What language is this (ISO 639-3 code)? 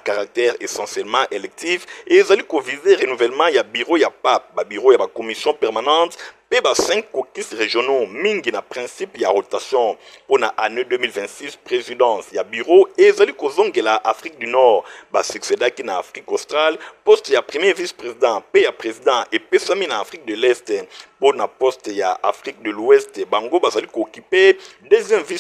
lin